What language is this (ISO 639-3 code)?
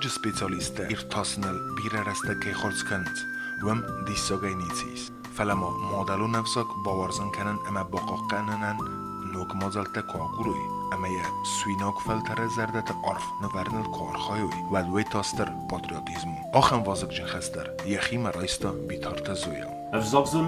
oss